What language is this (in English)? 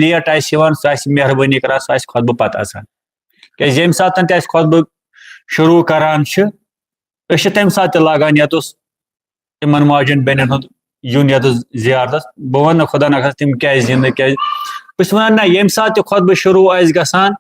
Kashmiri